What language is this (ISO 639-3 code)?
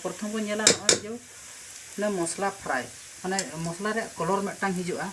sat